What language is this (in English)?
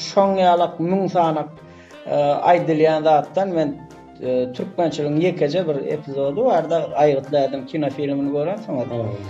Turkmen